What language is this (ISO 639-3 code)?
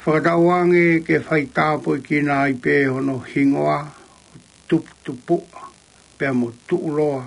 ton